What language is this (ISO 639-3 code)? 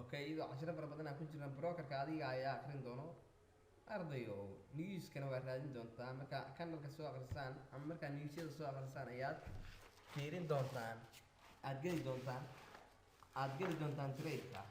som